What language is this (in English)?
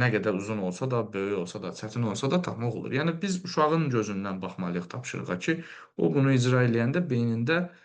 Azerbaijani